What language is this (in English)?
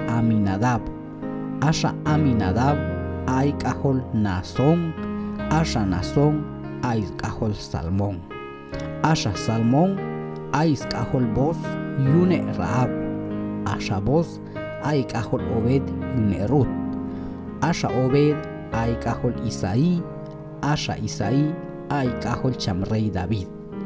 Q'anjob'al